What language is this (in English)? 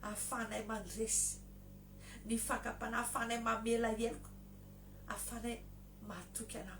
Malagasy